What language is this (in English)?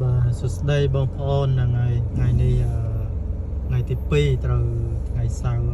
Khmer